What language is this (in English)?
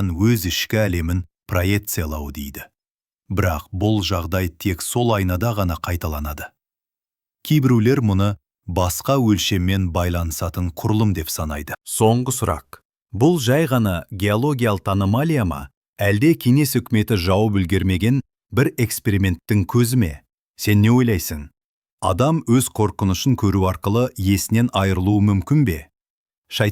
Kazakh